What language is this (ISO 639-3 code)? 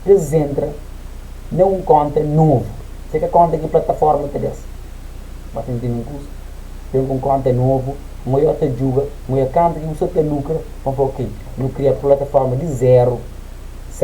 kea